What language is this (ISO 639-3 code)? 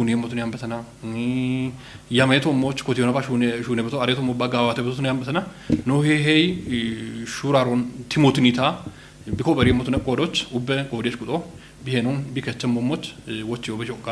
kbr